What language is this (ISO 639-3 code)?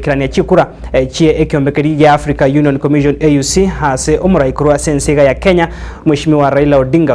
guz